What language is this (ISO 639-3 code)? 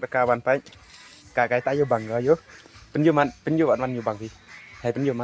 kha